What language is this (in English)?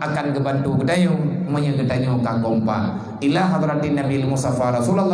Achinese